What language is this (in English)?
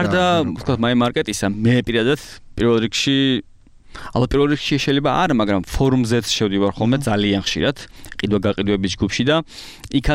Georgian